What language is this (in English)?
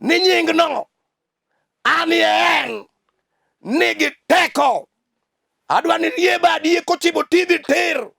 Luo (Kenya and Tanzania)